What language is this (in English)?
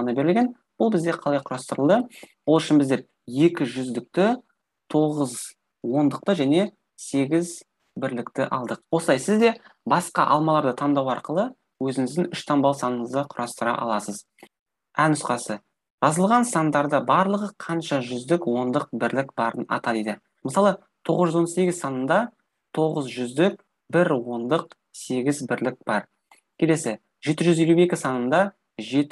Kazakh